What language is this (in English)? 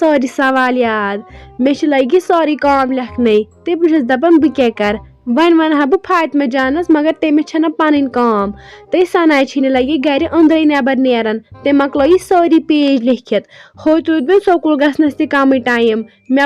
Kashmiri